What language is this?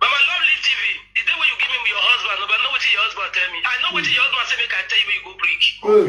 Nigerian Pidgin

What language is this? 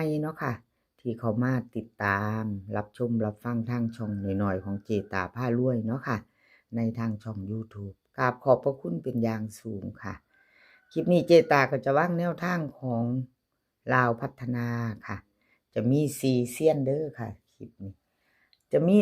Northeastern Thai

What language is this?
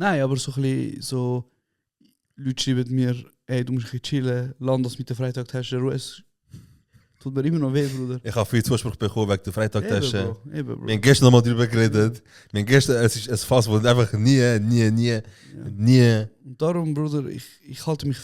Swiss German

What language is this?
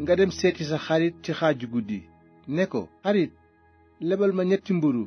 Wolof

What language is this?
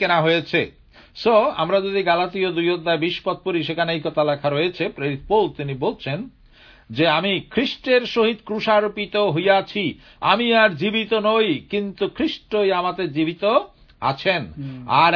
Bangla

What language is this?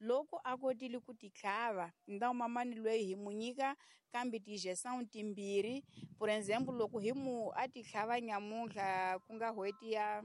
Tsonga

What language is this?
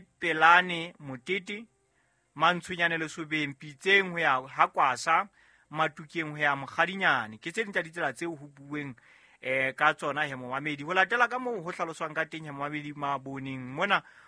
Southern Sotho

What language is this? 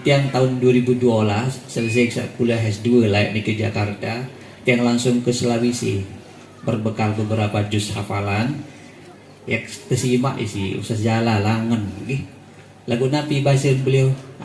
Sasak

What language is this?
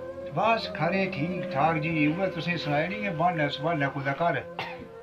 Dogri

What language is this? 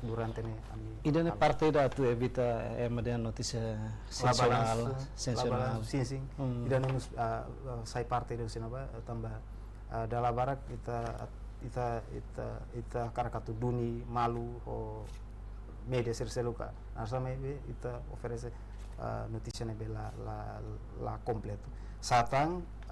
Tetum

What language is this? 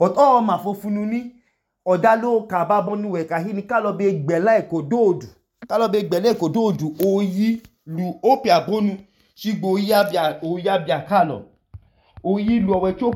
Idoma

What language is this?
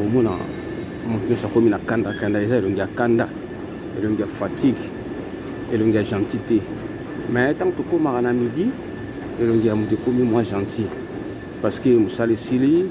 Lingala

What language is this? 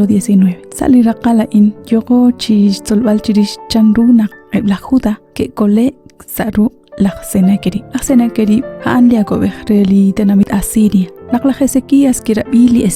Kekchí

